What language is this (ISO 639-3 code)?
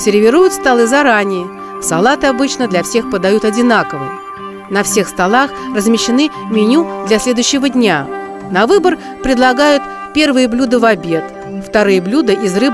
rus